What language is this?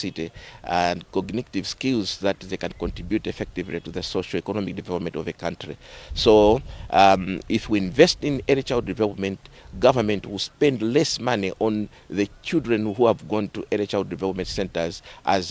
English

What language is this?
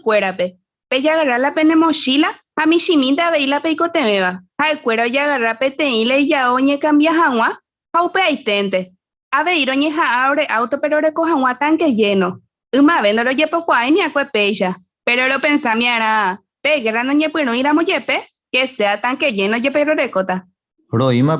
Guarani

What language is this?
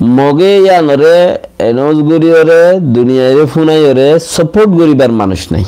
Rohingya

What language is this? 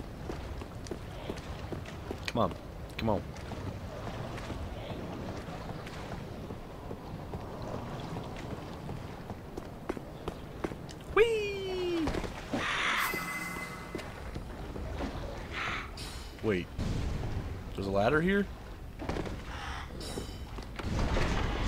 English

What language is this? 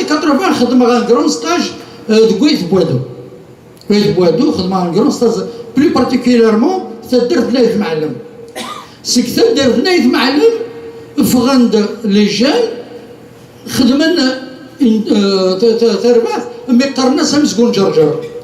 Kabyle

